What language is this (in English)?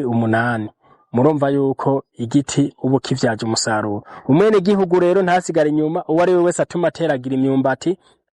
Rundi